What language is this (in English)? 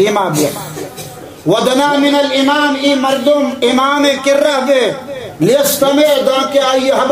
Baluchi